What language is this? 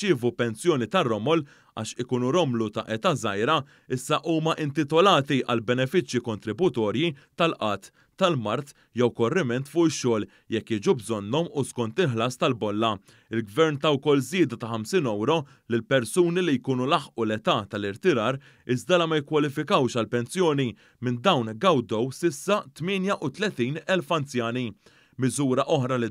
Maltese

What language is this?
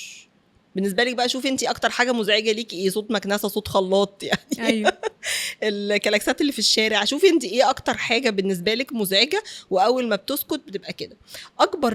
Egyptian Arabic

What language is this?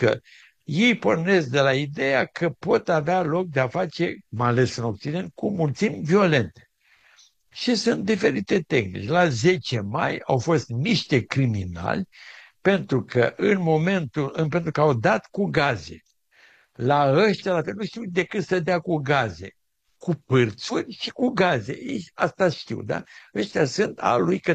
Romanian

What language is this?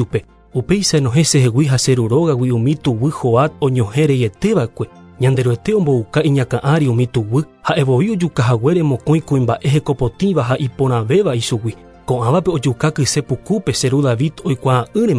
Guarani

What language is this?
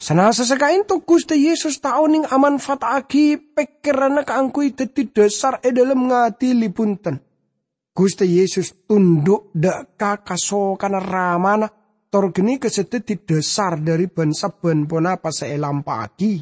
Madurese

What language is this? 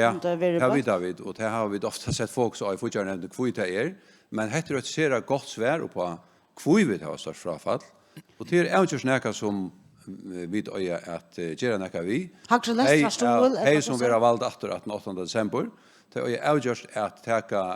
Faroese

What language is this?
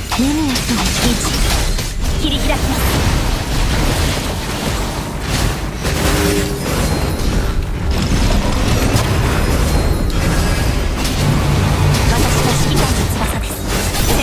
Japanese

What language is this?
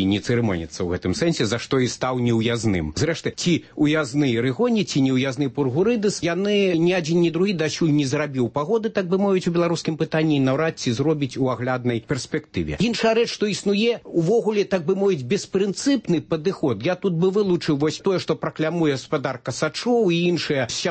Belarusian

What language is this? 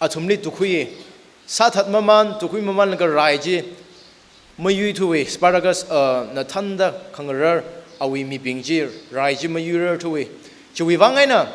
Tangkhul Naga (India)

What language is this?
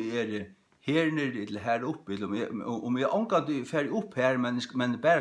Faroese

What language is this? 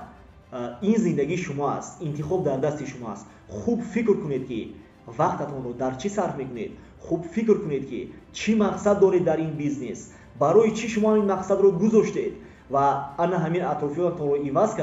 Tajik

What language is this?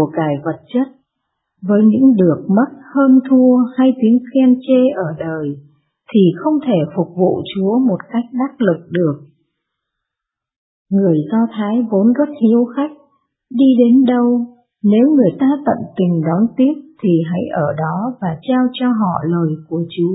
Vietnamese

